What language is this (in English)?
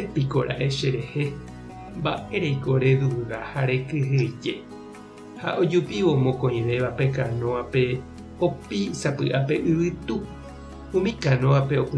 Guarani